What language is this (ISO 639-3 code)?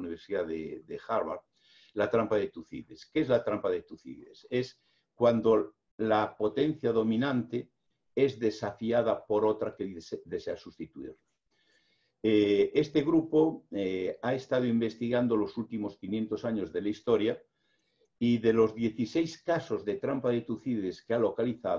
spa